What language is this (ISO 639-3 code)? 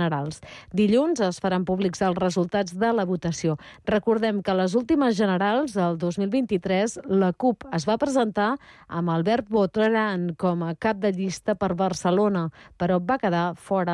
cat